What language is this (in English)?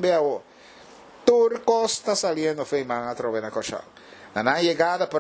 Papiamento